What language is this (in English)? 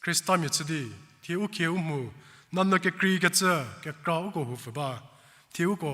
Angami Naga